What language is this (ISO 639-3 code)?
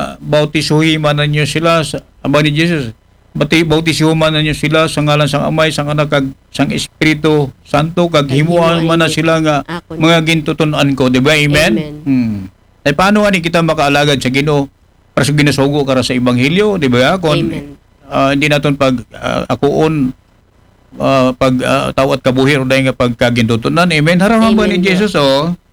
akl